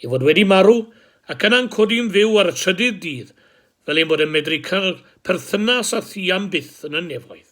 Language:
Welsh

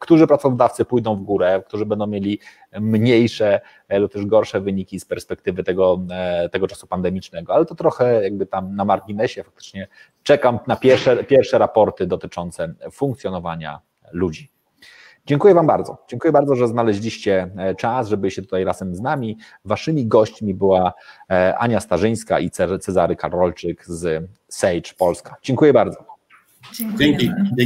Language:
Polish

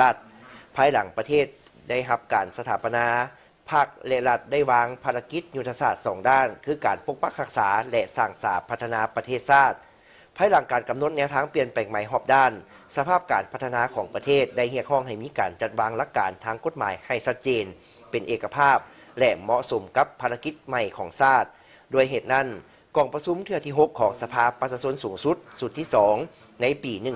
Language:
Lao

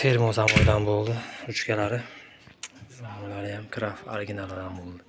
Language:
Uzbek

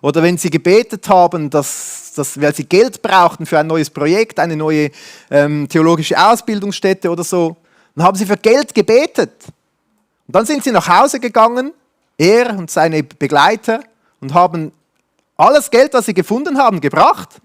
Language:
Swiss German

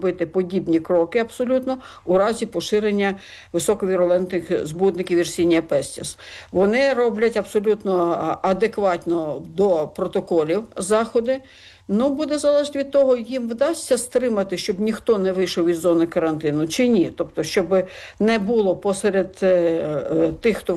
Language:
Ukrainian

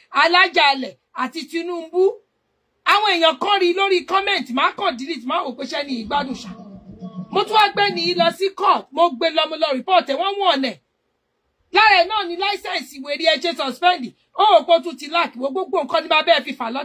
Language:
Yoruba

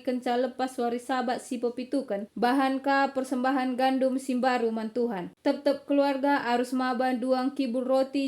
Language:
Batak Karo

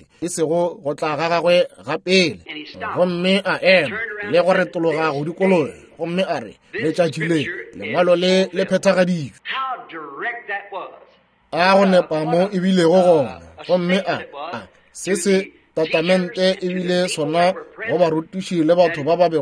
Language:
Northern Sotho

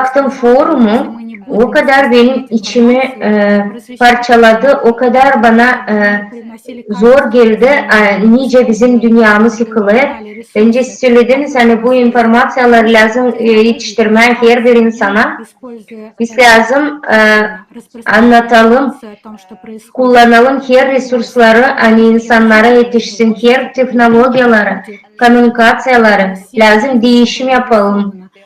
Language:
Gagauz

